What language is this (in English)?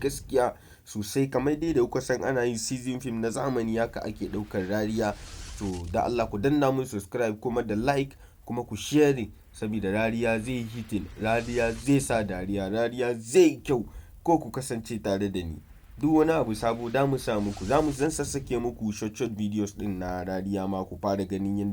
Hausa